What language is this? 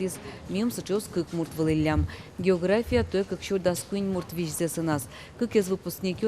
Udmurt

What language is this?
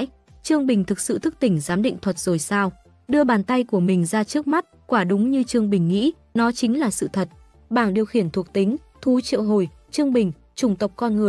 Vietnamese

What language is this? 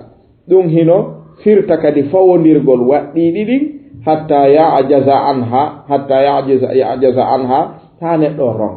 Fula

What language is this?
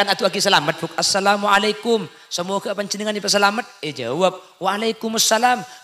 Madurese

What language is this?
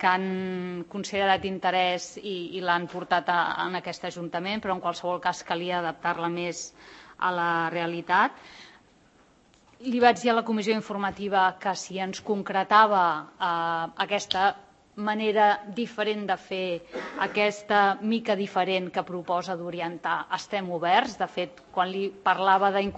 Catalan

